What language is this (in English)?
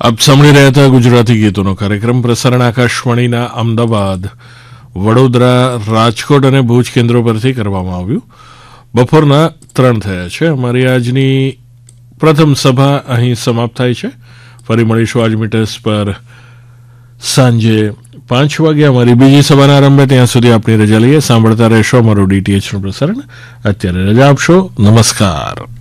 Gujarati